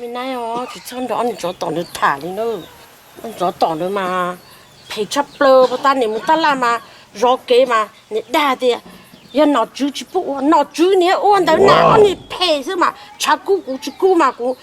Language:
Hmong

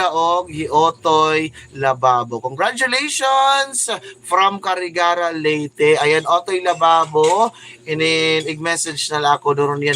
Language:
Waray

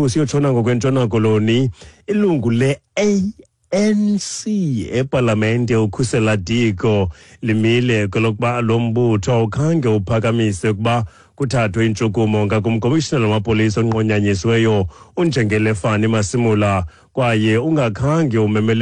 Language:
Xhosa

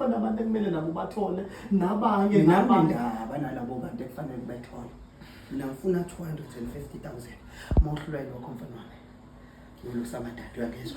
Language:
Zulu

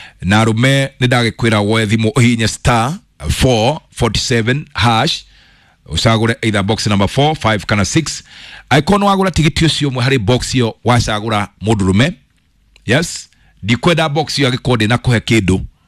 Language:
Kikuyu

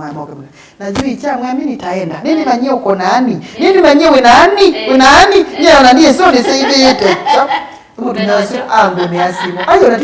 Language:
Kamba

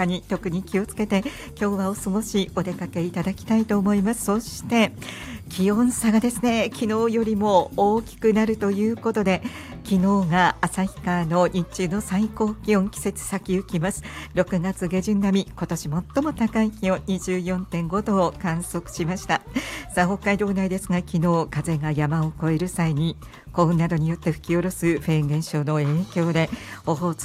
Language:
Japanese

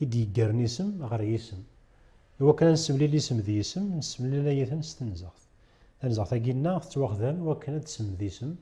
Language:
Kabyle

